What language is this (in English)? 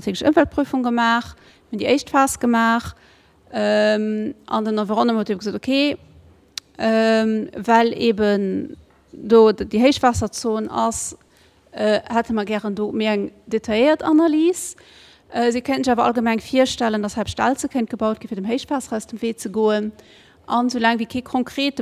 Luxembourgish